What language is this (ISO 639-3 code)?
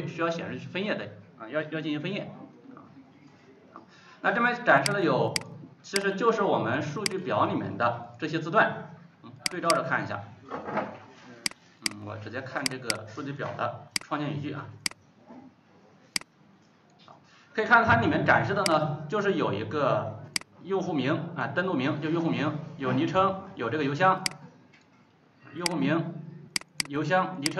zho